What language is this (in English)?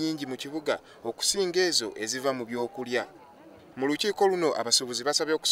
Ganda